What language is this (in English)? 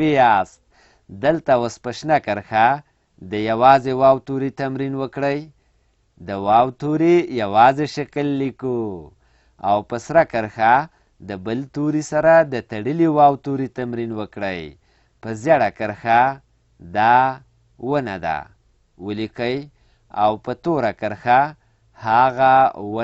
Pashto